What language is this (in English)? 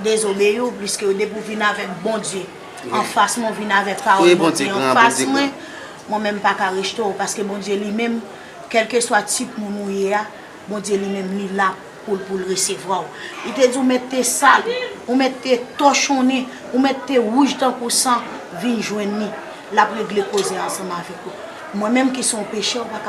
Haitian Creole